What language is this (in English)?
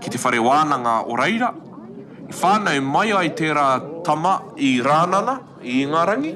Māori